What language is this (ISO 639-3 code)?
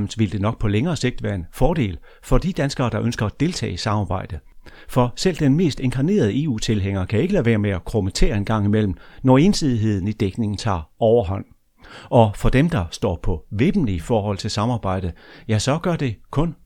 dan